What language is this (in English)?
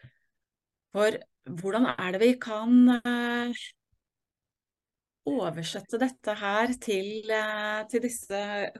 Norwegian